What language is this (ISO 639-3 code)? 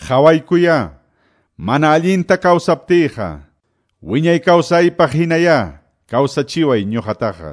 que